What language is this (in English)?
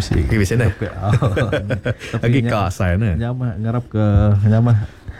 Iban